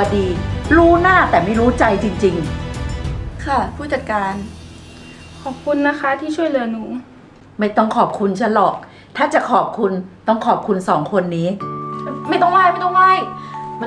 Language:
Thai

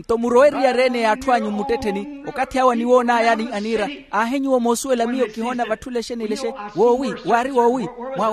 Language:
Makhuwa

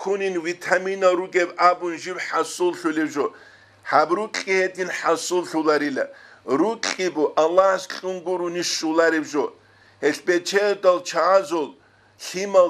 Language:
Avaric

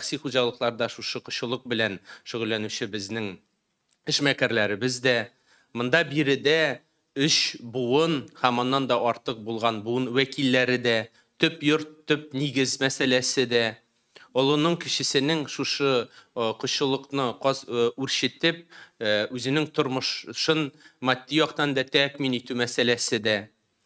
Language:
Tatar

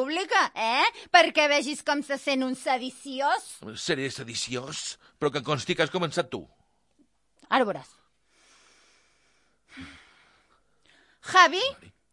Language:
Catalan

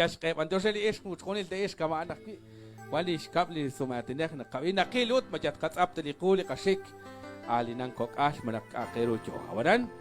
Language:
Kekchí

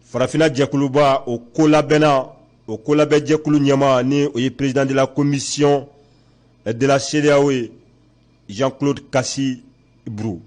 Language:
Bambara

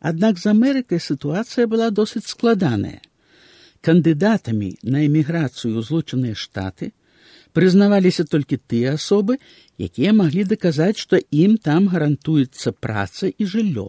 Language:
Belarusian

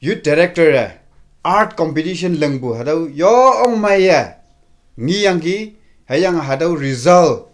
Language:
Konyak Naga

